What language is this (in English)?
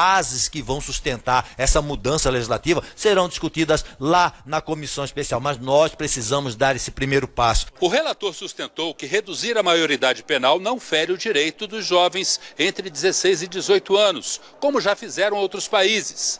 Portuguese